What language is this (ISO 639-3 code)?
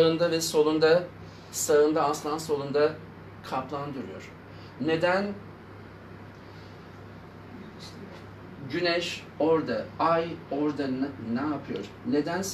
tur